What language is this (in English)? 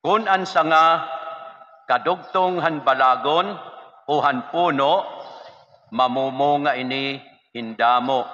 Waray